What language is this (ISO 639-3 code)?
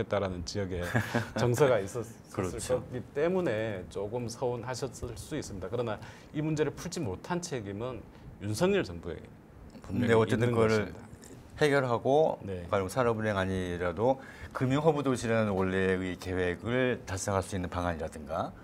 kor